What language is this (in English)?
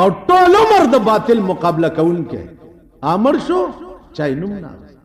Pashto